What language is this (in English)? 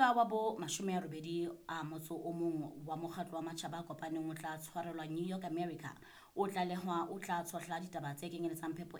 Southern Sotho